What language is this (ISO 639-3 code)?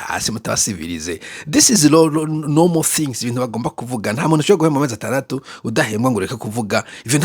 run